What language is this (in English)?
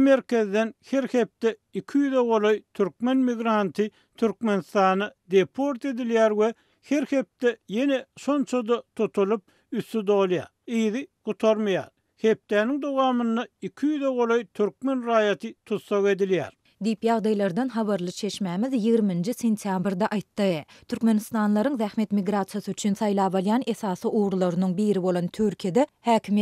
Turkmen